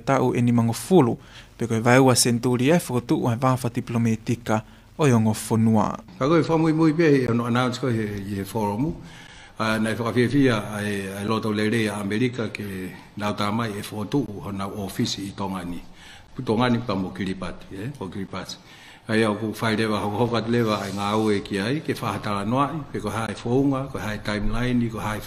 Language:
Tongan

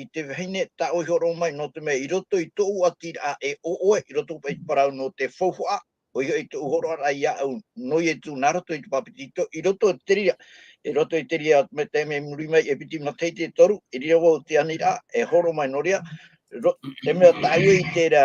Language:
Tahitian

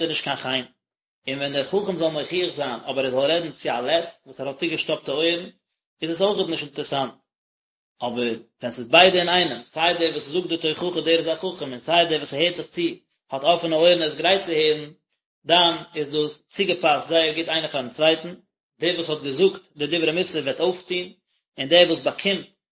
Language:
Yiddish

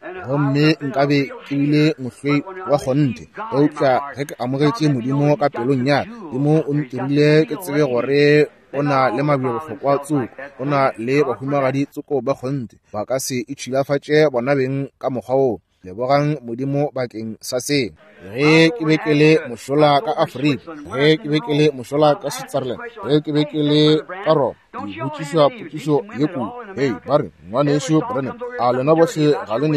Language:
Northern Sotho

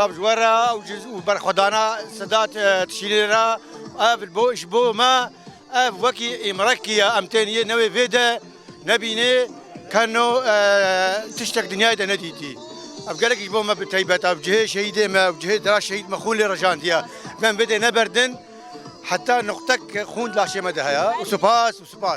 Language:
Kurdish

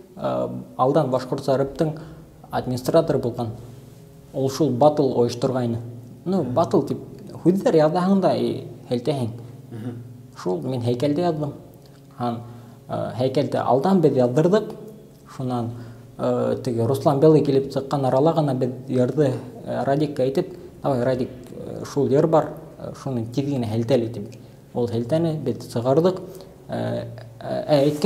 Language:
Bashkir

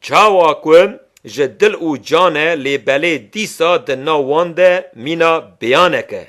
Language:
Kurdish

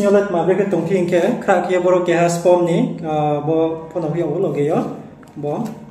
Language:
Riang (India)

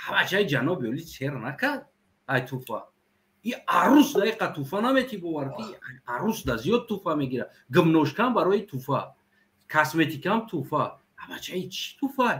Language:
Tajik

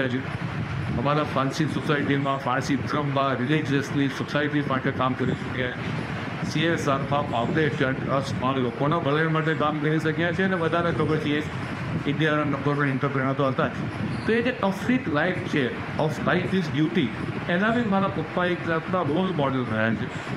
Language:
Gujarati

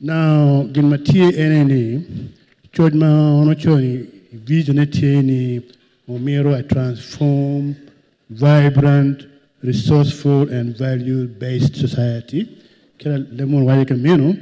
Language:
Acoli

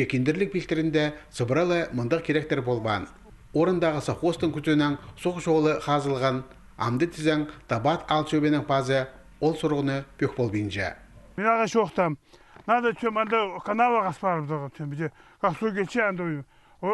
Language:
Khakas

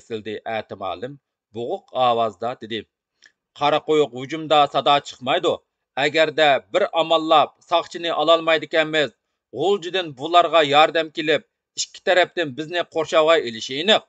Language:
Uyghur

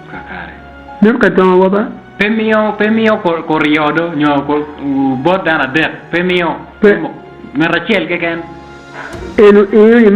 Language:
Acoli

